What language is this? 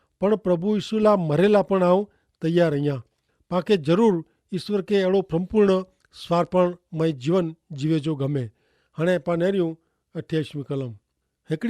Kachhi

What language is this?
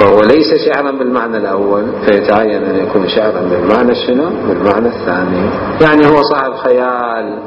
Mesopotamian Arabic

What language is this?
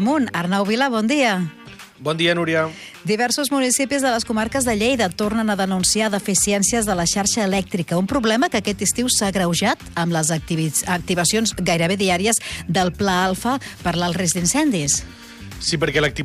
Catalan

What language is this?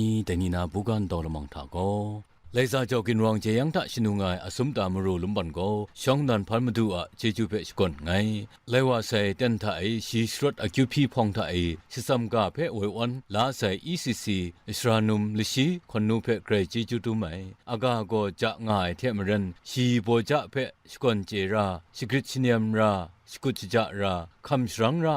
Kachin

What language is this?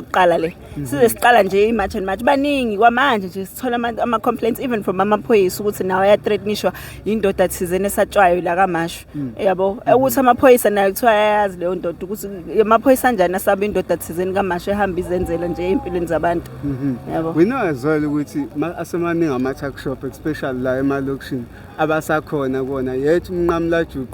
Zulu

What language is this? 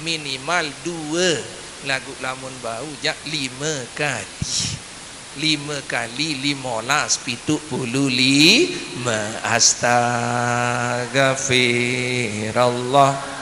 Sasak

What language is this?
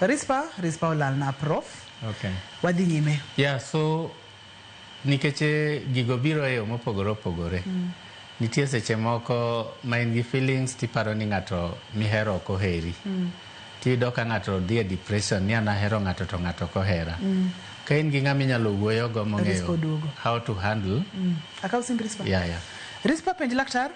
Luo (Kenya and Tanzania)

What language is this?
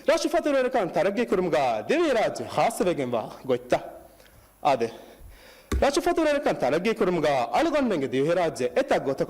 Divehi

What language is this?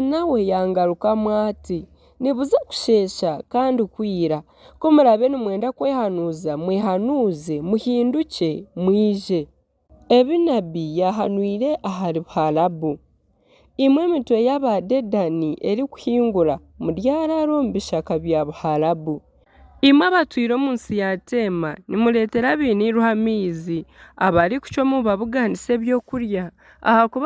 Nyankole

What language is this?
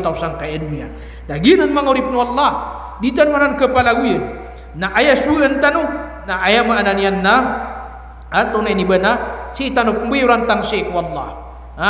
Maranao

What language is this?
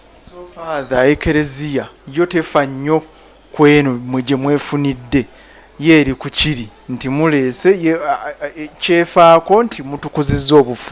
Ganda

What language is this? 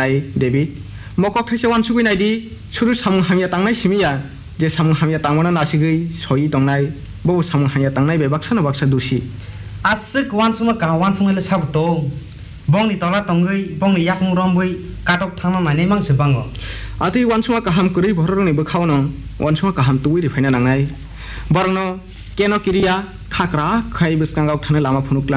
Kok Borok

